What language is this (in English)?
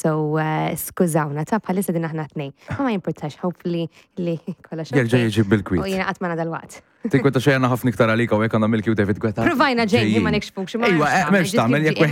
Maltese